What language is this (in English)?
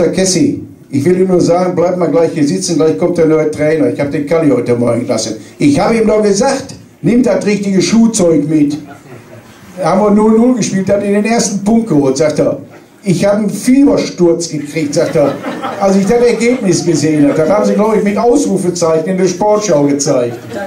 German